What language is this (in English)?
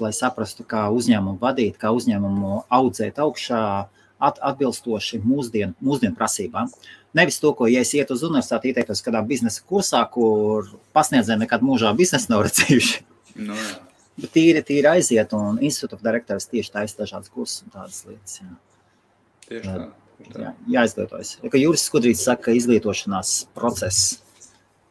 Latvian